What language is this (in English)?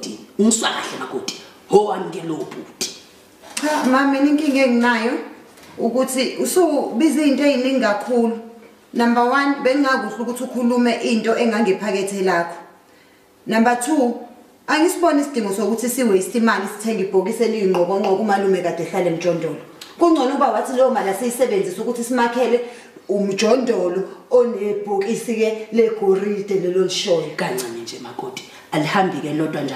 Zulu